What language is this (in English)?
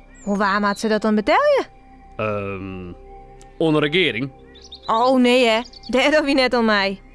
Western Frisian